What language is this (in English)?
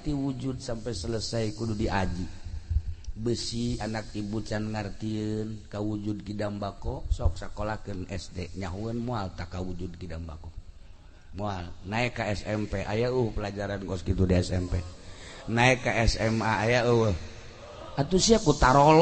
Sundanese